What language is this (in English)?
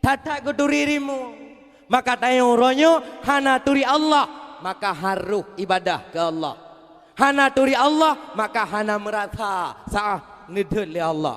Achinese